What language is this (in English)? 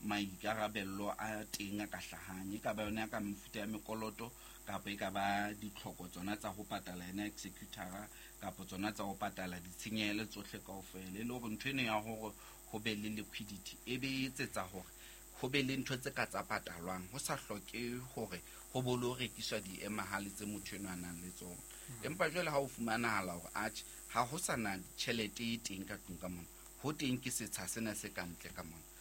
Southern Sotho